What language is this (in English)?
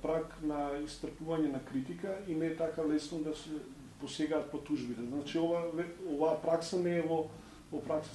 Macedonian